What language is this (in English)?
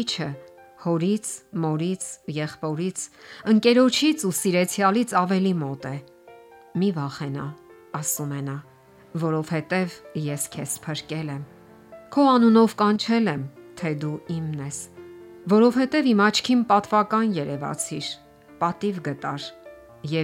Armenian